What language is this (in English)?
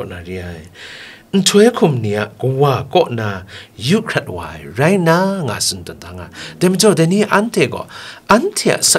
Kachin